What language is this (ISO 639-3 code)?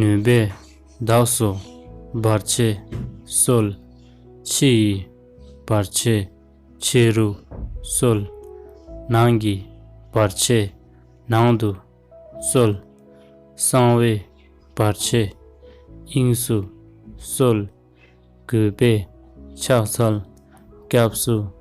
bod